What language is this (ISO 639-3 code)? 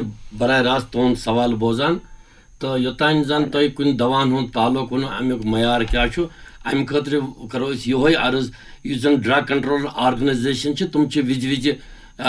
kas